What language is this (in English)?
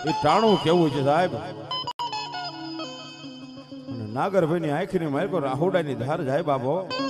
Gujarati